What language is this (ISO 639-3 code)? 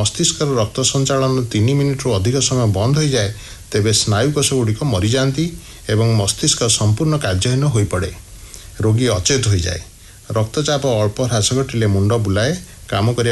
ori